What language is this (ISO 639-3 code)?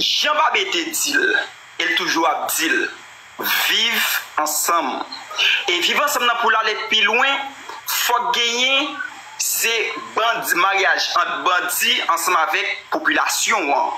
hat